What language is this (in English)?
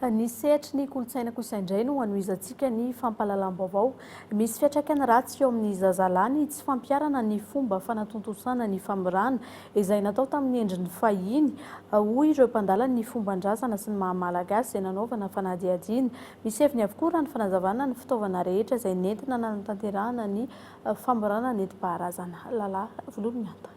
Malagasy